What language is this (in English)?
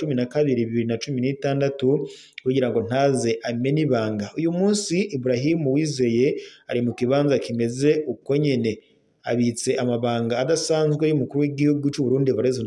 Rundi